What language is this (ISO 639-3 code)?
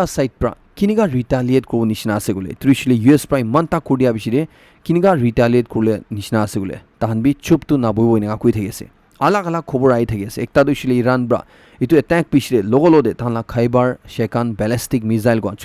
nag